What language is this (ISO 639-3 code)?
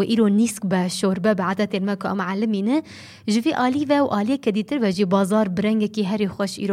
kur